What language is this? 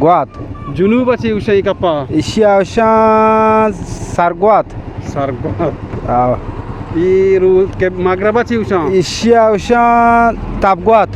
Eastern Balochi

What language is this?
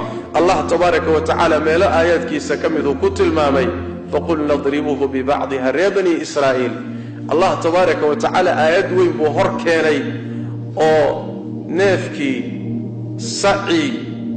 Somali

